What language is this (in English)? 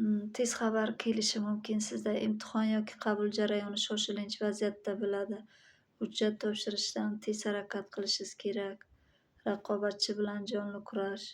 Uzbek